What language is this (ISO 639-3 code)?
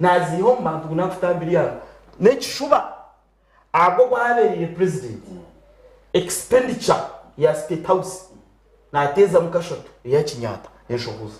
nyn